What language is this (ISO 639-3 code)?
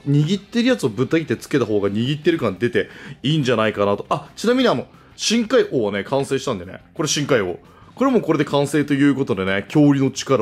jpn